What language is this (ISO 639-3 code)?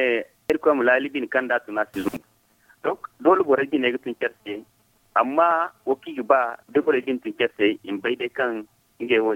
dje